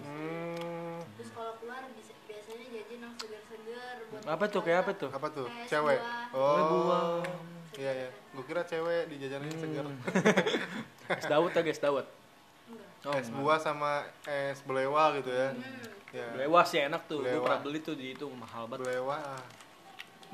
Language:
Indonesian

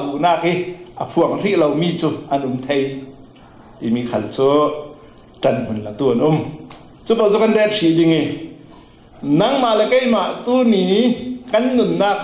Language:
Falam Chin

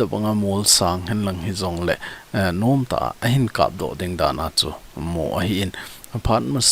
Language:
Thado Chin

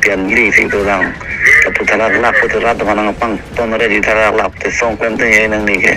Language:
Karbi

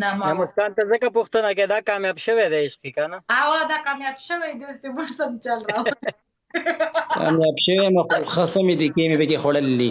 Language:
Pashto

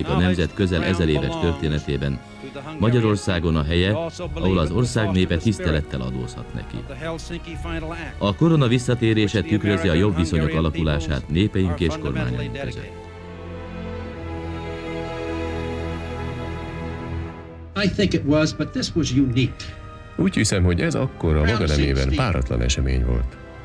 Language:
Hungarian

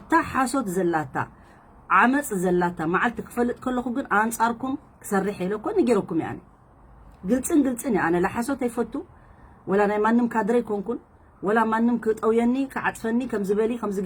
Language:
Tigrinya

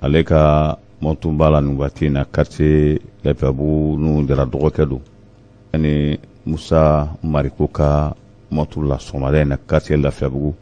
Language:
Bambara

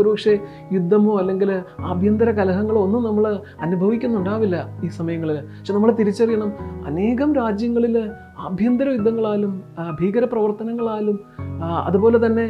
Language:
Malayalam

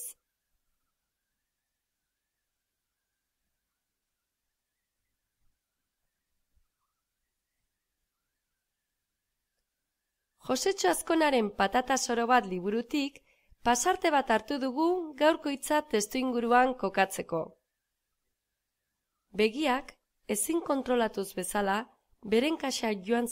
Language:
Basque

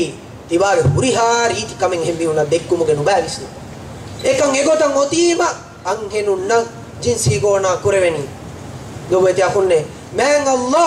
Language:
Divehi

